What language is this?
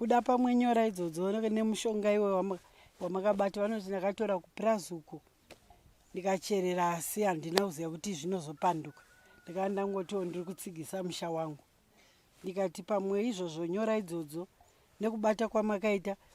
Shona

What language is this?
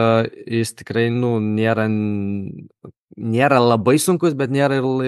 Lithuanian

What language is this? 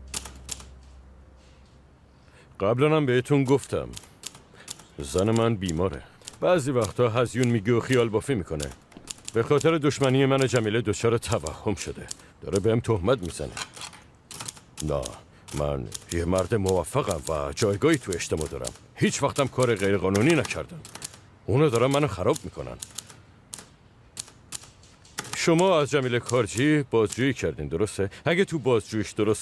Persian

